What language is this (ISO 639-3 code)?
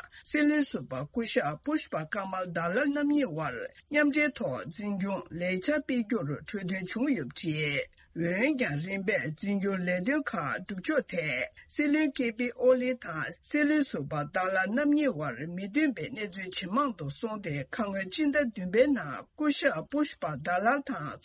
bod